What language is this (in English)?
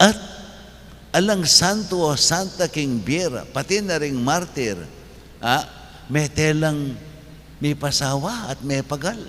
Pampanga